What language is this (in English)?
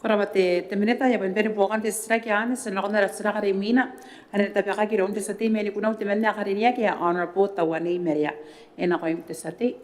Gilbertese